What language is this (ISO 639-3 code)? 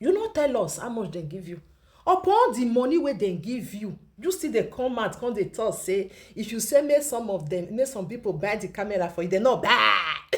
pcm